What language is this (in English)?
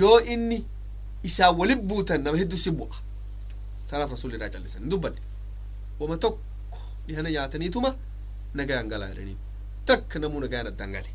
Oromo